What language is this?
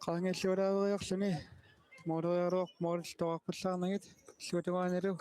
Kalaallisut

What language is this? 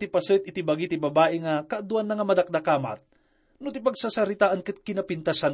Iloko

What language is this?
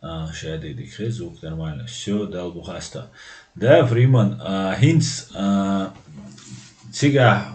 Chechen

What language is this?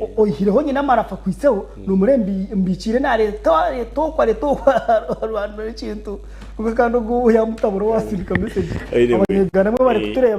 Nyankole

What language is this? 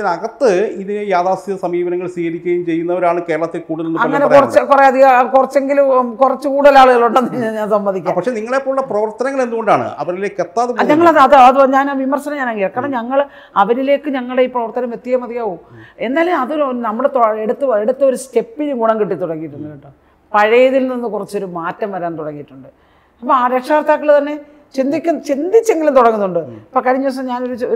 Malayalam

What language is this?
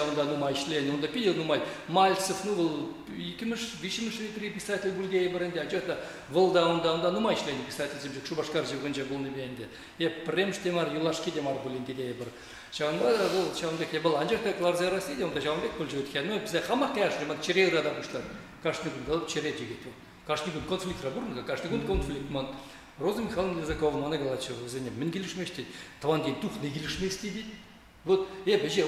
Chuvash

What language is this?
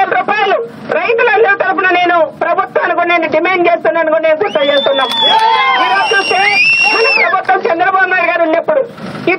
Telugu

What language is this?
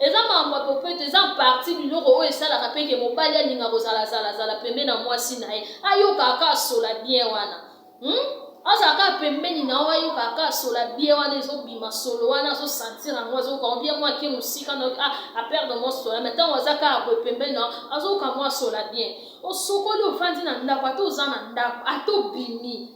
Lingala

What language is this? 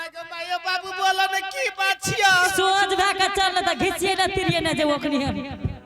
Angika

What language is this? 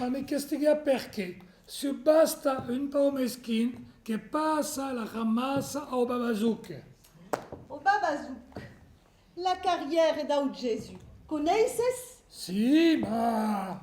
Occitan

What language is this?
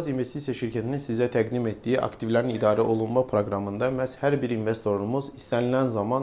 Azerbaijani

